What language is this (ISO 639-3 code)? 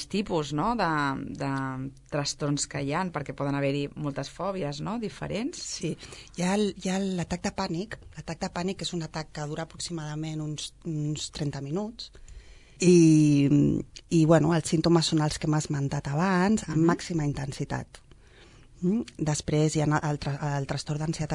cat